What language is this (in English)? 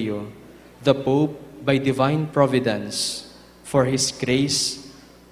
Bikol